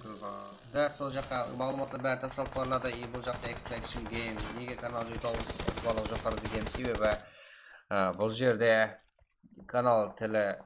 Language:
Kara-Kalpak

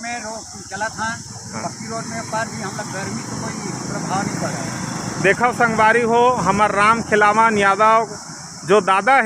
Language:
Chhattisgarhi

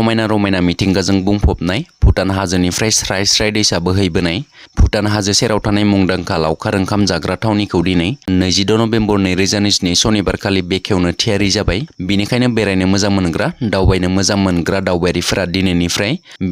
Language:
Bodo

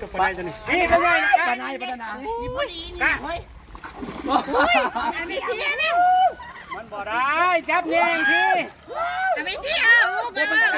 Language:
Northeastern Thai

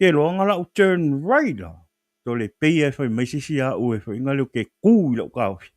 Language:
Samoan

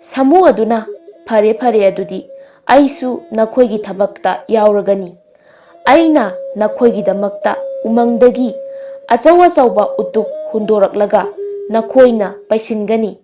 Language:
Manipuri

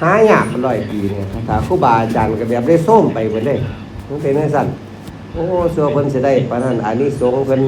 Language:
Lao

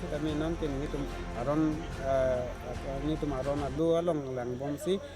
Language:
Karbi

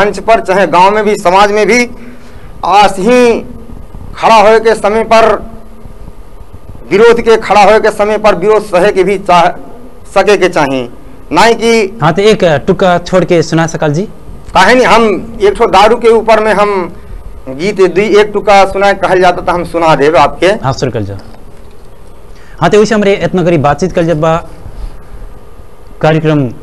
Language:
Bhojpuri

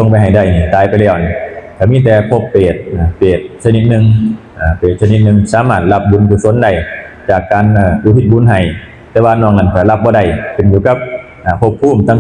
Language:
Northeastern Thai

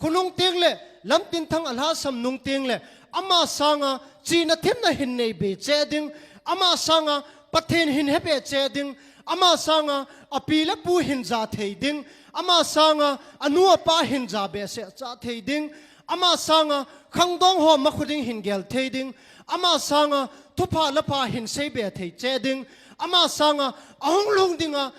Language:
Thado Chin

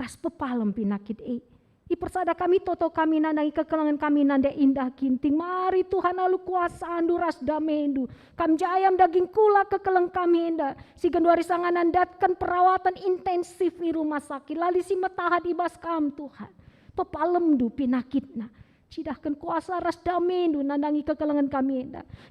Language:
Batak Karo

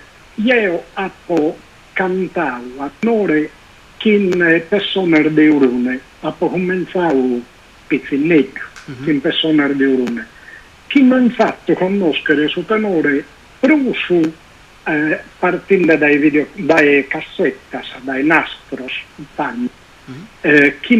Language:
Sardinian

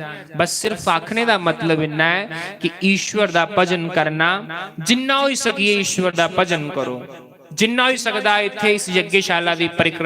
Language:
Dogri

